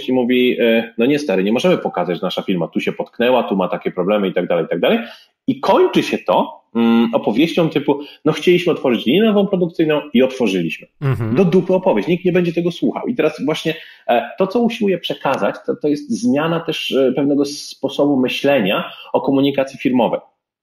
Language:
Polish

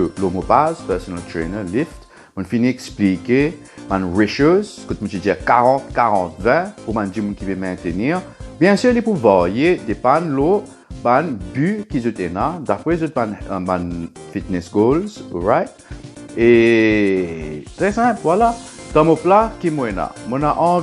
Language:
Morisyen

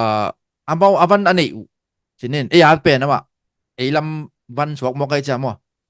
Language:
Tedim Chin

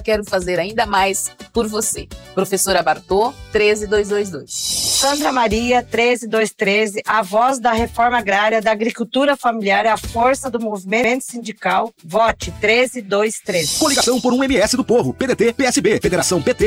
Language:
Portuguese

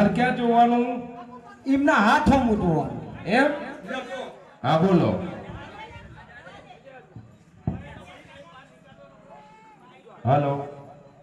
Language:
Gujarati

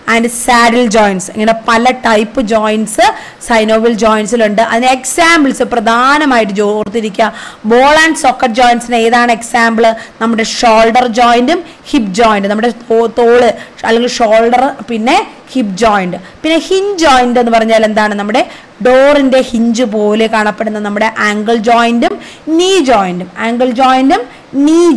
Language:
Malayalam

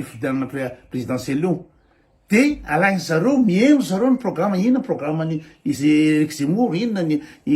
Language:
Malagasy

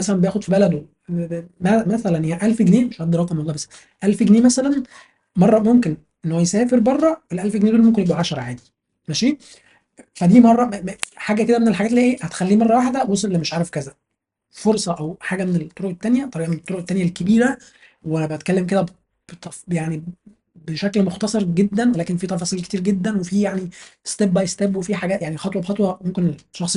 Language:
Egyptian Arabic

